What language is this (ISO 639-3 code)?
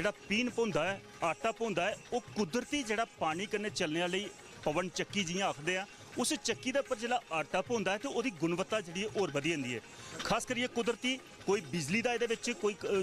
doi